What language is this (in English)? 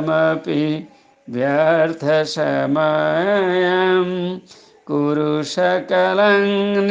Sanskrit